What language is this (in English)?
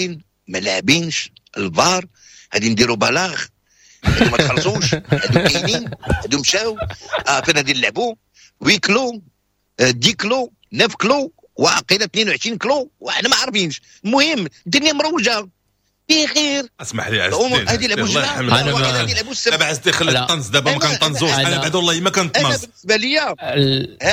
Moroccan Arabic